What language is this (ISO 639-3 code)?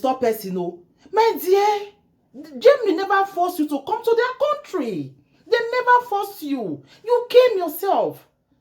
pcm